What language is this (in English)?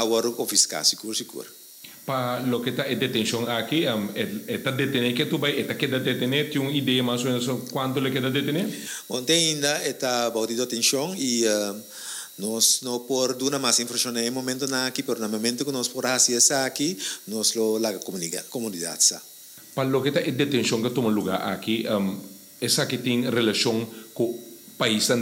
Papiamento